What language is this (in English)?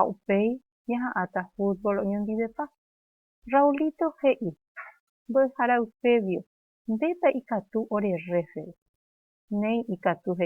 Guarani